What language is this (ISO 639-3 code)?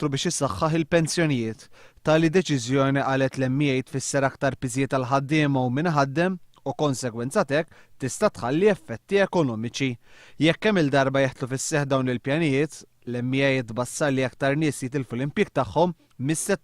mlt